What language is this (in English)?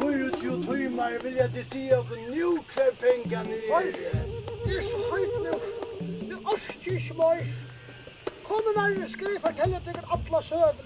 Faroese